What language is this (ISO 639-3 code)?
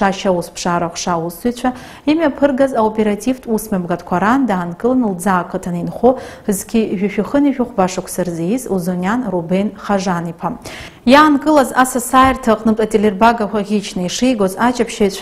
abk